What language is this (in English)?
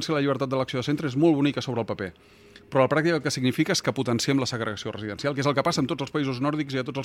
Catalan